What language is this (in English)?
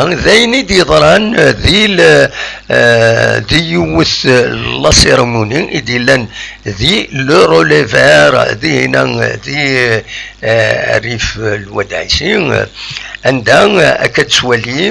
Kabyle